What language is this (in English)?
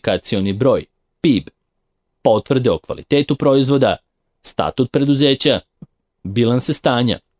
Serbian